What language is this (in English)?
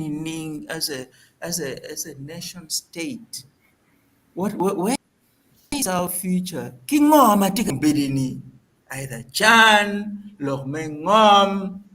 Acoli